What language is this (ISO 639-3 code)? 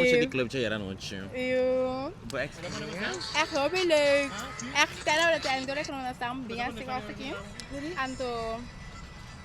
pap